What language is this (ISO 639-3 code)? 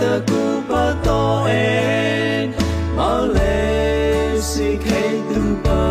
mrh